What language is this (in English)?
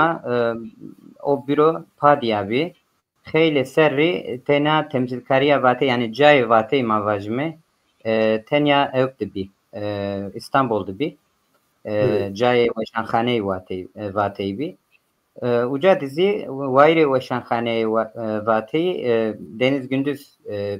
Zaza